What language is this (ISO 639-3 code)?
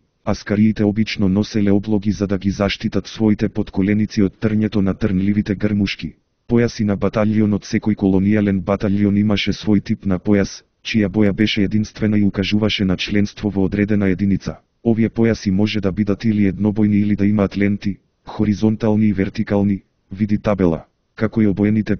mkd